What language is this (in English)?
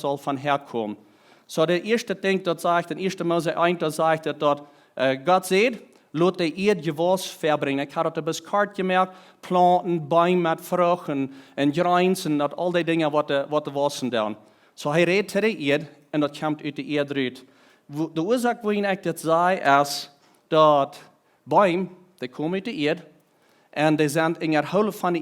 Plautdietsch